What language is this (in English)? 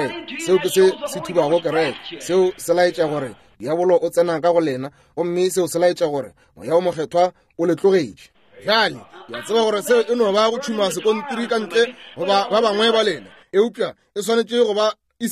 Northern Sotho